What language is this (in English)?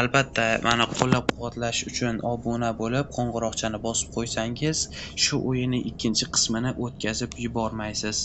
Uzbek